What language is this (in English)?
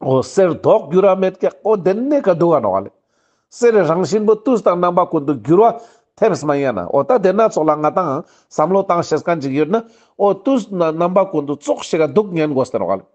Ladakhi